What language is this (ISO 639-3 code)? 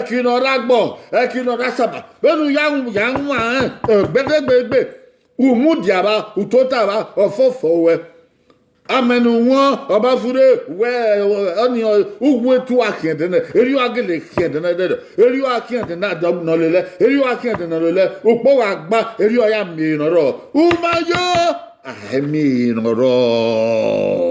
bin